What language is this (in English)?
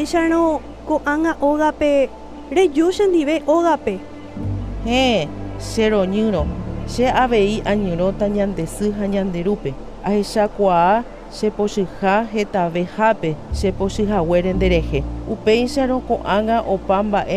Guarani